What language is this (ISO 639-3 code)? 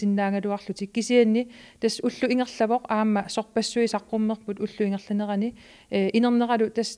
kal